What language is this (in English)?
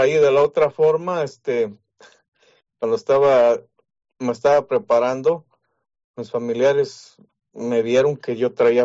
Spanish